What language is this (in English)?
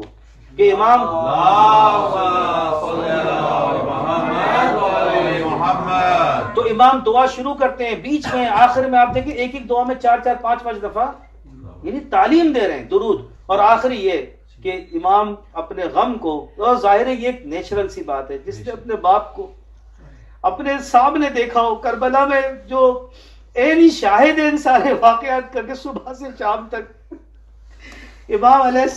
Urdu